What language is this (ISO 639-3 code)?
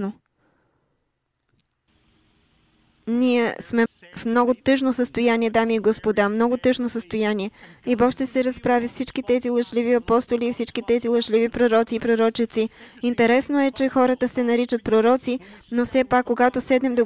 bul